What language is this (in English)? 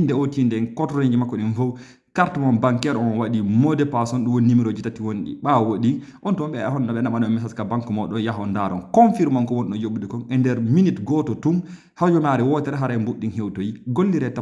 Fula